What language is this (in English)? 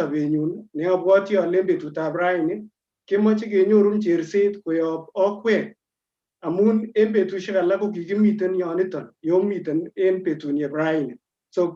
Kalenjin